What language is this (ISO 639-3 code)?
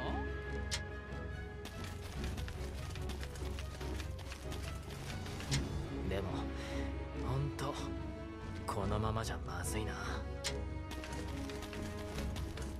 jpn